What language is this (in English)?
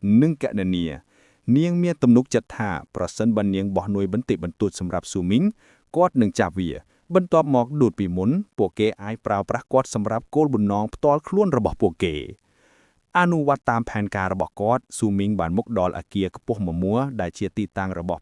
Khmer